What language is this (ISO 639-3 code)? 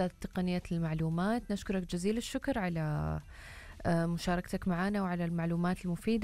ara